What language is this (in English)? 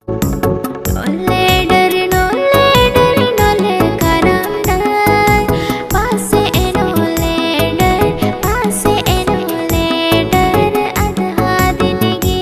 Santali